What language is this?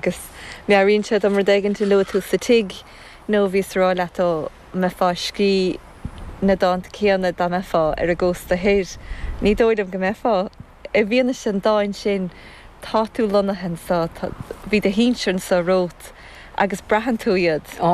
Irish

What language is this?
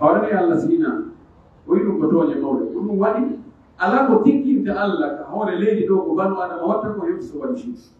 Pular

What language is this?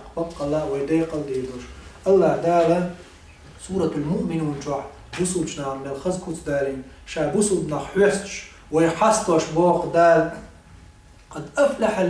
Chechen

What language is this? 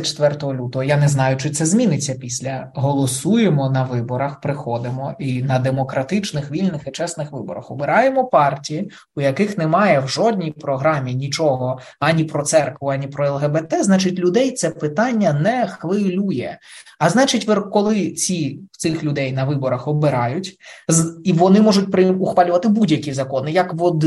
Ukrainian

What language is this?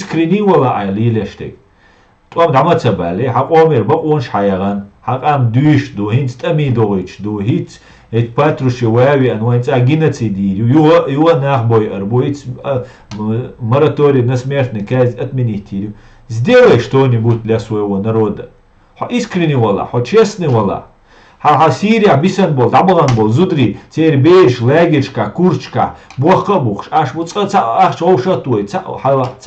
Chechen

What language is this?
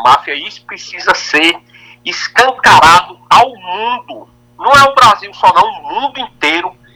Portuguese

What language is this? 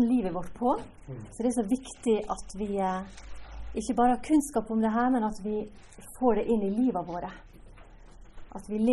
Norwegian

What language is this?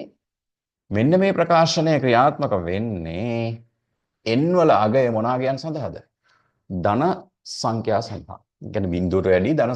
Sinhala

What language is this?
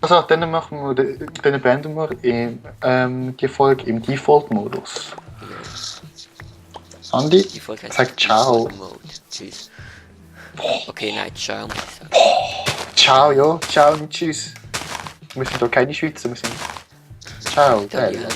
Swiss German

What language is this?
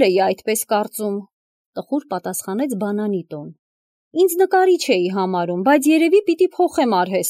Armenian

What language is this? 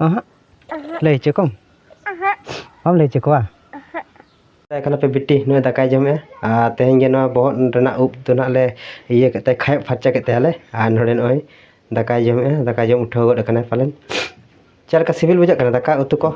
Santali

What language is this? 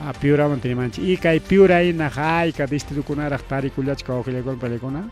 Ayacucho Quechua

